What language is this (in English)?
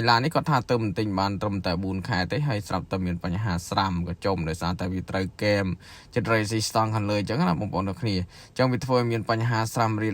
Khmer